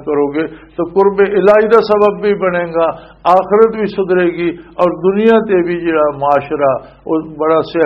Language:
Western Panjabi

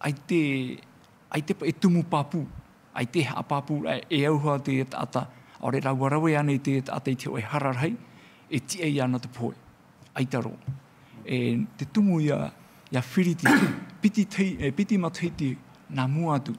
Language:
Tahitian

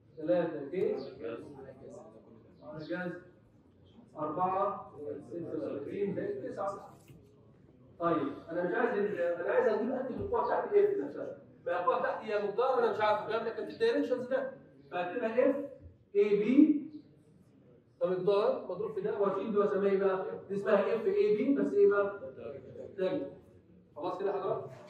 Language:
Egyptian Arabic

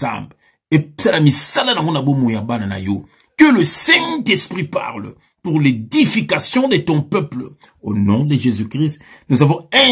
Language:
Lingala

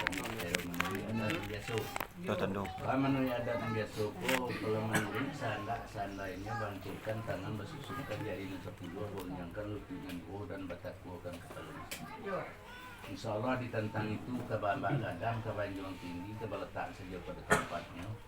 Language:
Minangkabau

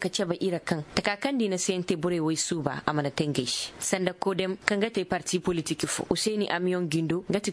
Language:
Zarma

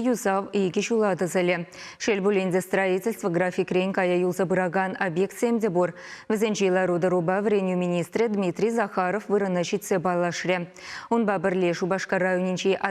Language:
Chuvash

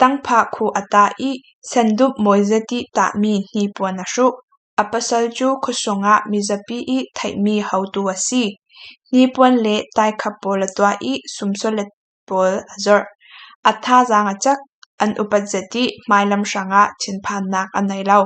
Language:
Falam Chin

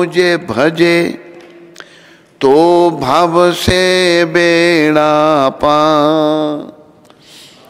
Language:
Hindi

